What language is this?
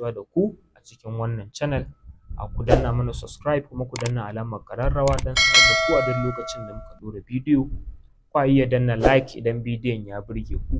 Hausa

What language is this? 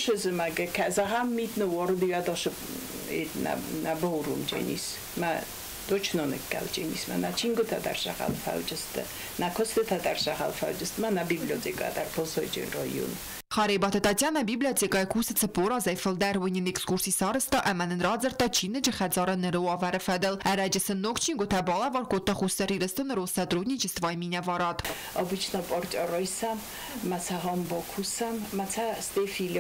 Ossetic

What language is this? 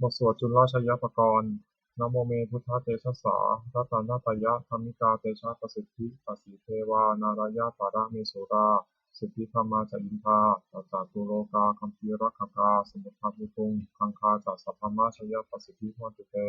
Pali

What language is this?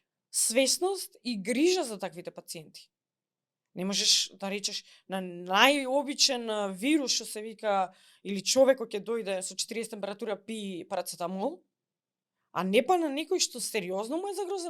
Macedonian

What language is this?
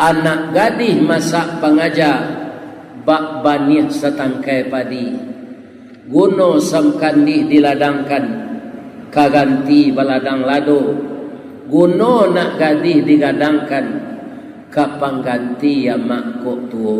Minangkabau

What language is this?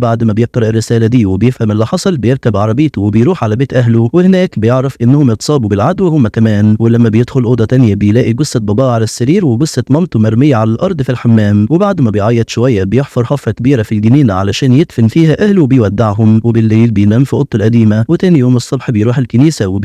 Egyptian Arabic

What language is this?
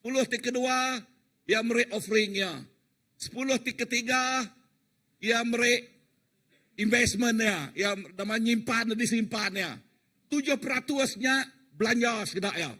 Iban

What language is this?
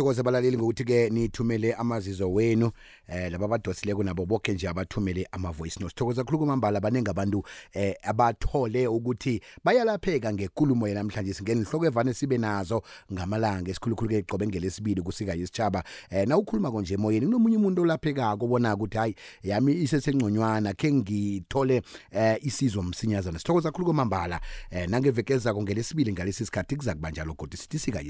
South Ndebele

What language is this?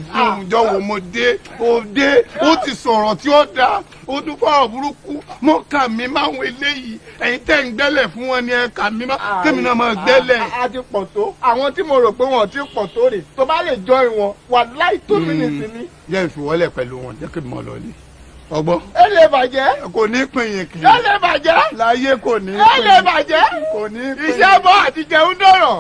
Yoruba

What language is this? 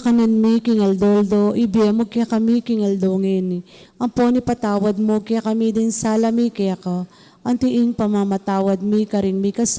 Pampanga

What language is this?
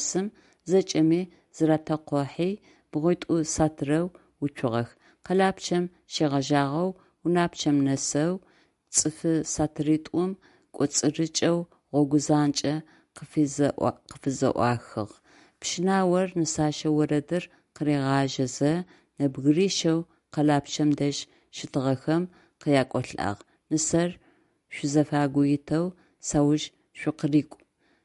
Adyghe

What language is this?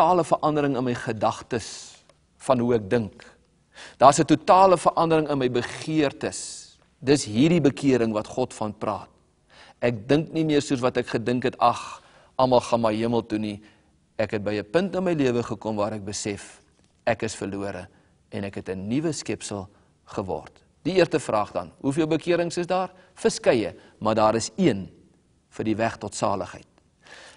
Afrikaans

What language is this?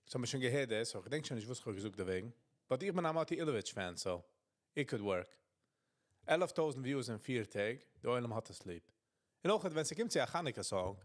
Yiddish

